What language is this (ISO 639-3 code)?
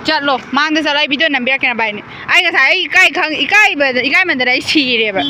mni